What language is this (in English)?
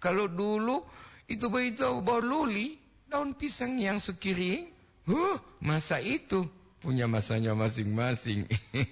Gorontalo